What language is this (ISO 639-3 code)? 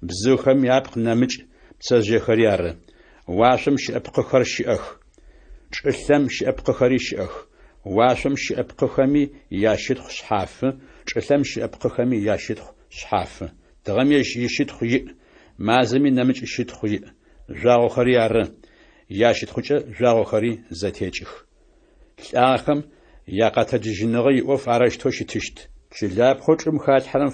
ady